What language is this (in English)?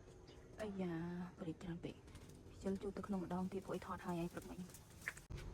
Khmer